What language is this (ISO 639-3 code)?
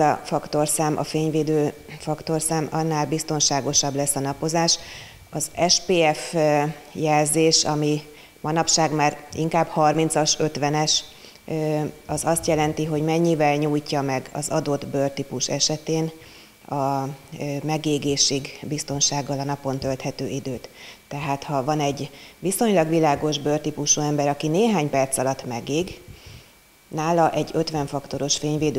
hun